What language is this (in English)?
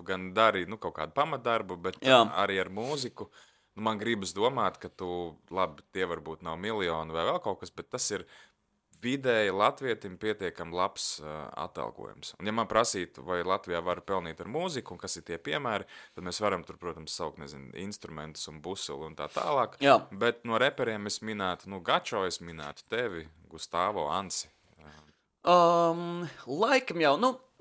Latvian